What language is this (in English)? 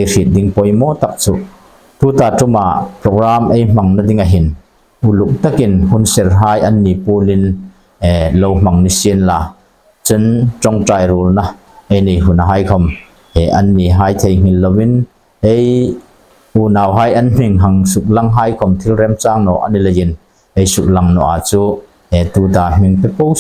Hmar